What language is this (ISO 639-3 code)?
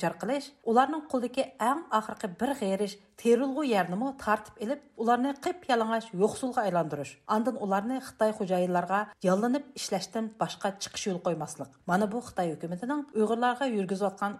uig